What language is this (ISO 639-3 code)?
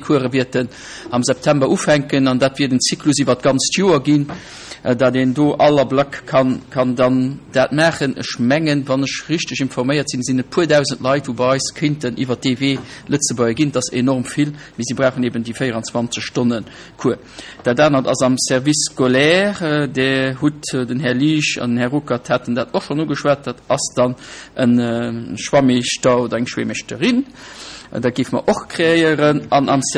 ltz